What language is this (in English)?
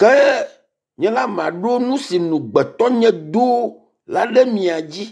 Ewe